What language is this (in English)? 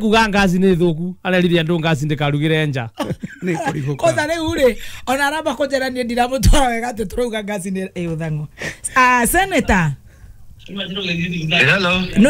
Kikuyu